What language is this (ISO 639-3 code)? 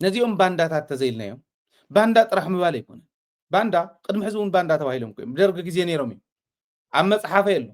tir